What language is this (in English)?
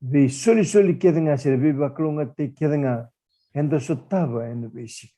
Fijian